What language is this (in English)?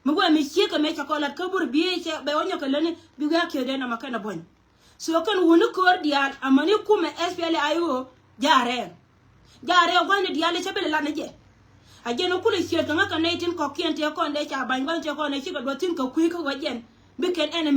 Nuer